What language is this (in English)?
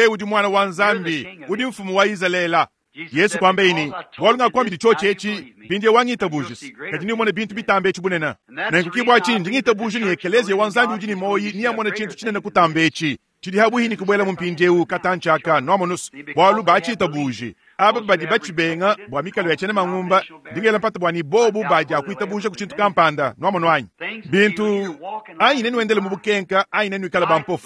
Luba-Lulua